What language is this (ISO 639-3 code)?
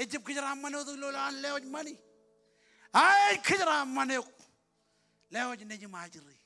mah